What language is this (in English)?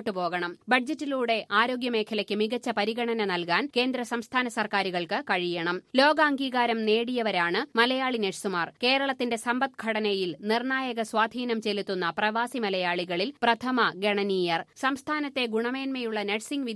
Malayalam